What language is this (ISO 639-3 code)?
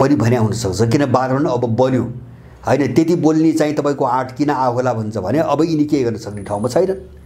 nep